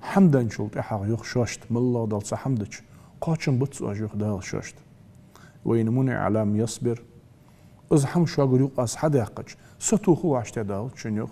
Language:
Ingush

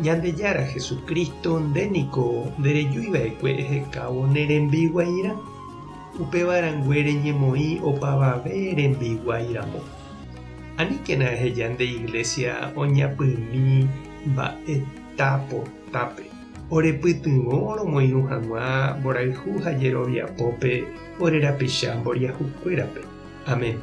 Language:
Guarani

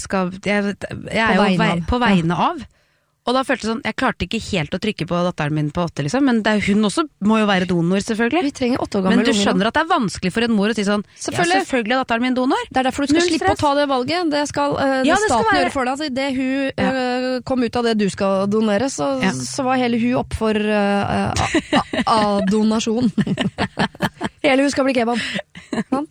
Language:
Norwegian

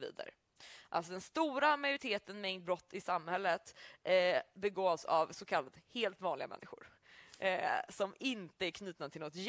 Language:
Swedish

